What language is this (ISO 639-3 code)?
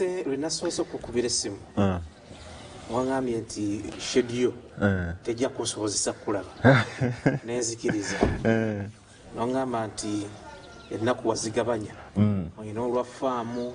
lug